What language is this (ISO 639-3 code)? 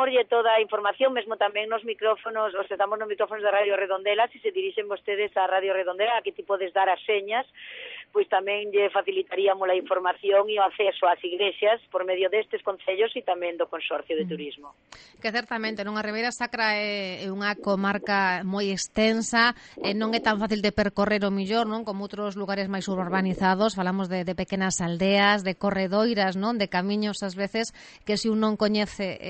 glg